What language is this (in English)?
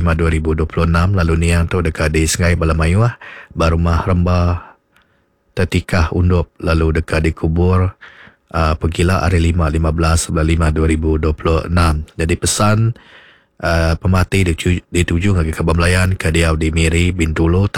Iban